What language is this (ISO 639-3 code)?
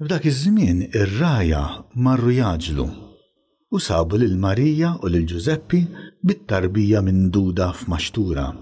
mlt